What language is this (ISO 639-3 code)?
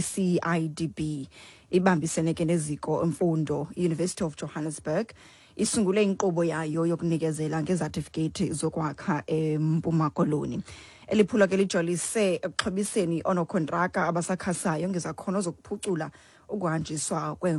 xho